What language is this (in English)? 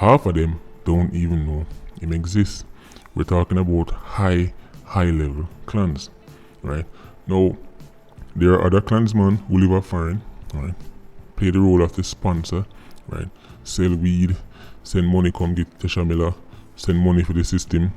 Jamaican Creole English